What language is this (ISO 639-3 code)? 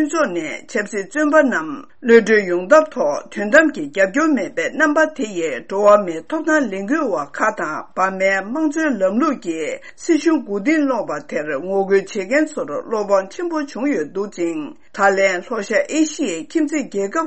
bod